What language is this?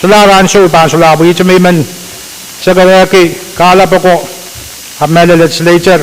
Pohnpeian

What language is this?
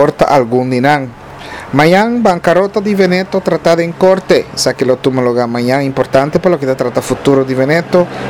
Papiamento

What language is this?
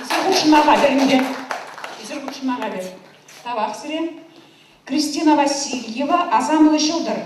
Chuvash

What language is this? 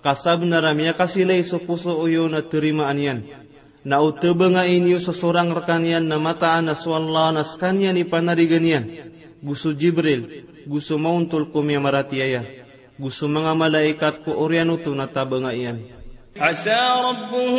Maranao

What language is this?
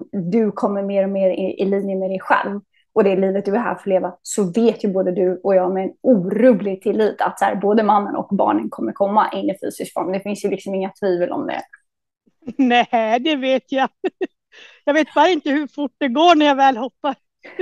Swedish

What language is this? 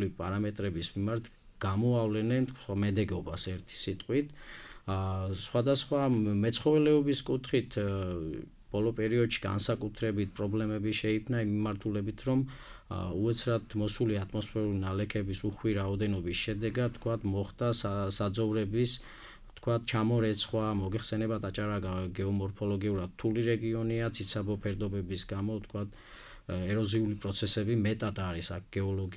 Georgian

